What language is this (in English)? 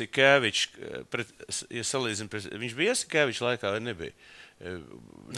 Latvian